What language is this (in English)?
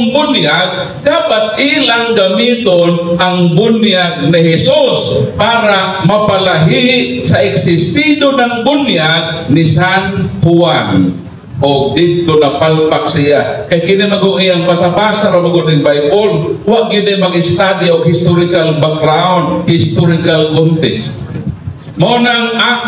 Cebuano